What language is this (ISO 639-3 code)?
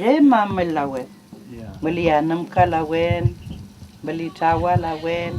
arn